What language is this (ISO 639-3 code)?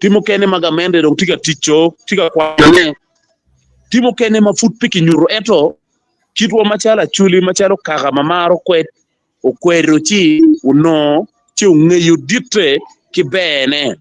ach